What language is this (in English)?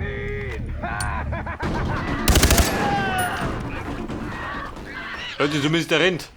Bavarian